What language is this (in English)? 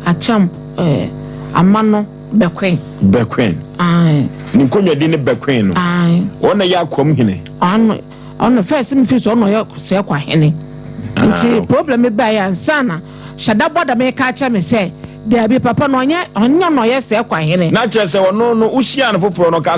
Akan